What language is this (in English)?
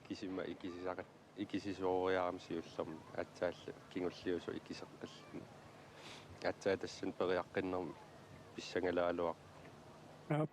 Kalaallisut